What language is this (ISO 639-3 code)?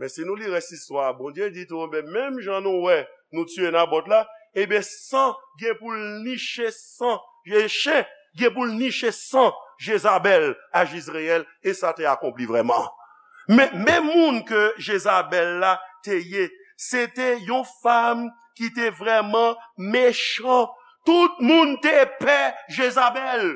hat